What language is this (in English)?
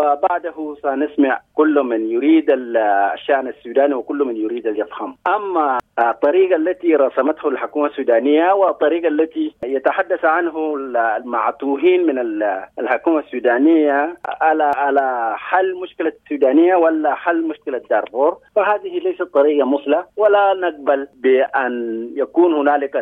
Sudanese Arabic